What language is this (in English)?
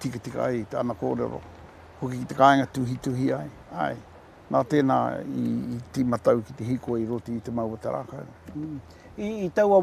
Māori